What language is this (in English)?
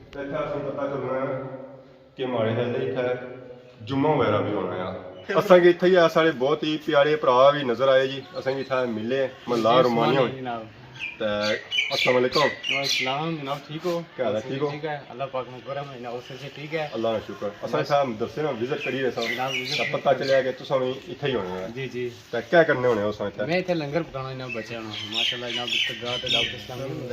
Pahari-Potwari